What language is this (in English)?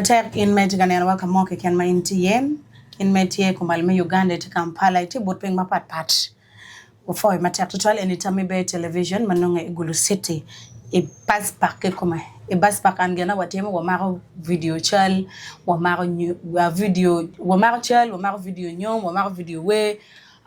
Acoli